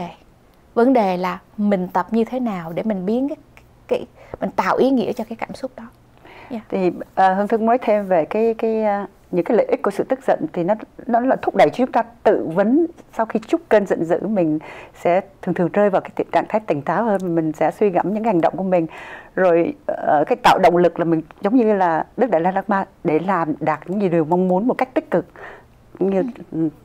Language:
Vietnamese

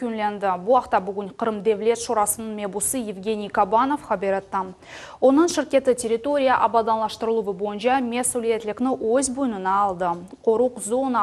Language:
Crimean Tatar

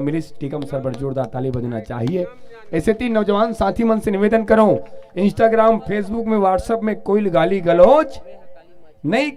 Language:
Chhattisgarhi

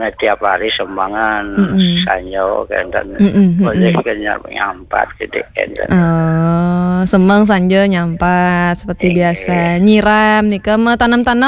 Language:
Balinese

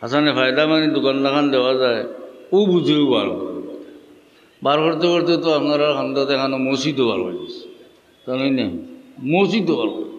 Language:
Sylheti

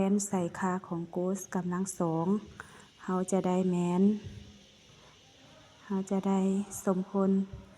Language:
Lao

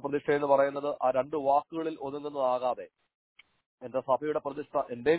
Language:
Malayalam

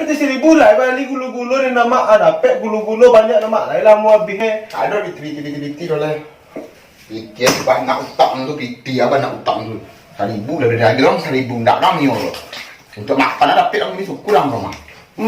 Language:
Minangkabau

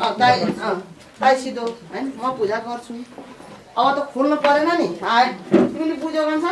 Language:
Nepali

